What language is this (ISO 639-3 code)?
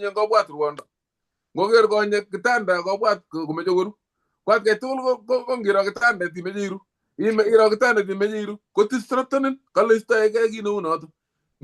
kln